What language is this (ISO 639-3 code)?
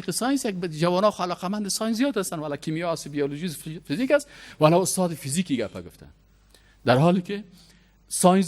fas